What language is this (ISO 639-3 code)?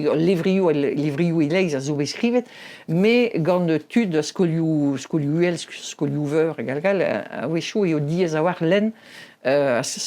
bre